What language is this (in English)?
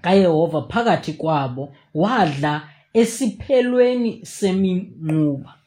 Xhosa